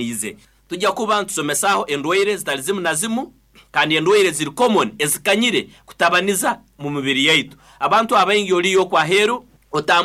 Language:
Nyoro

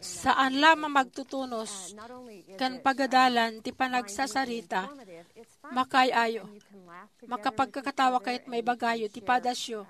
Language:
Iloko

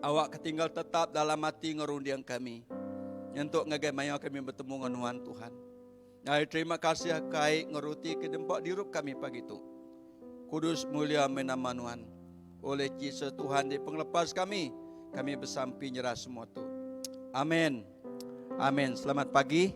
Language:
Iban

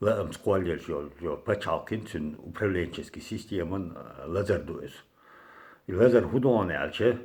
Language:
Chechen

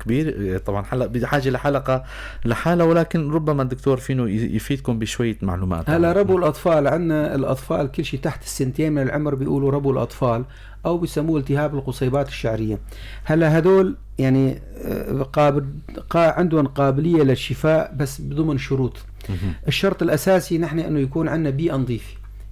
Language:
North Levantine Arabic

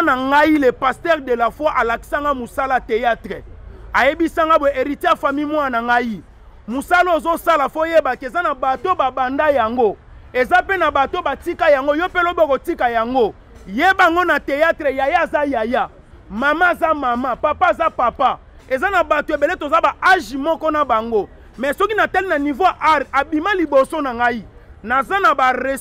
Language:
Lingala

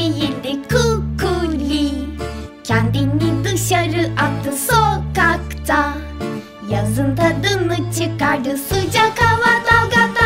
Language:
Turkish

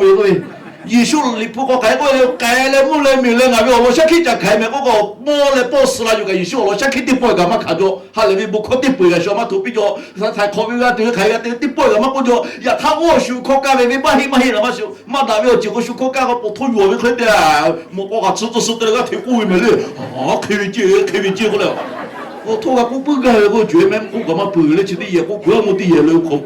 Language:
Lahu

